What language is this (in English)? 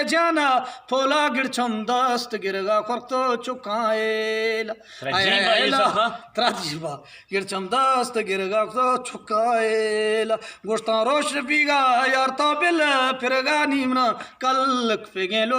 Eastern Balochi